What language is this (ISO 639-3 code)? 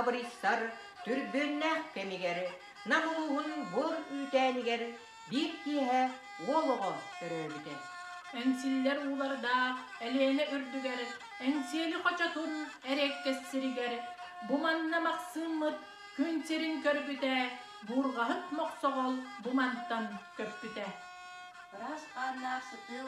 sah